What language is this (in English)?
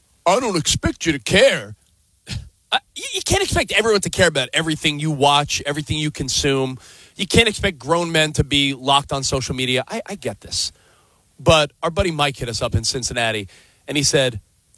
English